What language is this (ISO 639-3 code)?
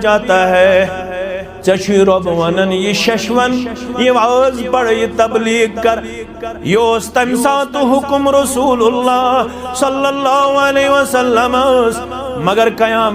kas